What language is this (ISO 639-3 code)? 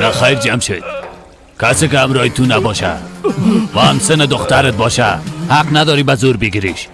fas